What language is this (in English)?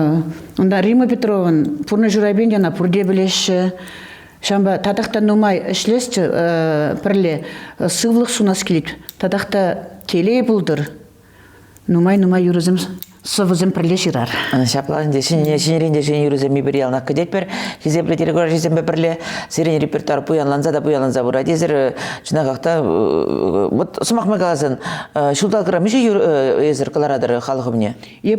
Chuvash